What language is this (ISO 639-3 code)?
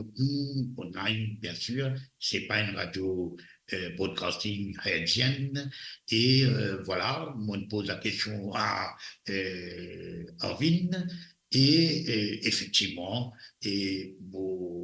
mfe